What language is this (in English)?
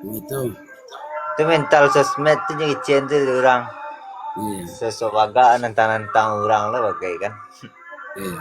Minangkabau